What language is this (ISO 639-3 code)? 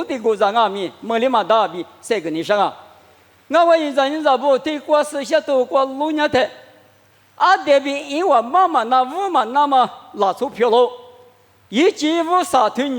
lis